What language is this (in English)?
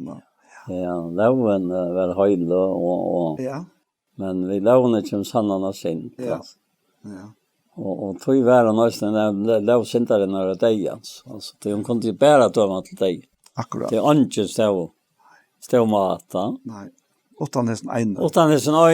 Faroese